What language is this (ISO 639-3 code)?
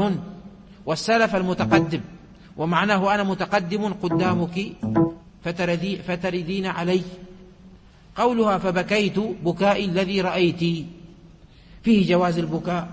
ara